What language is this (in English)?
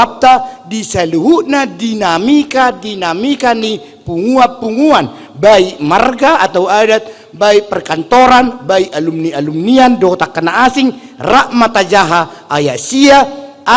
Batak Toba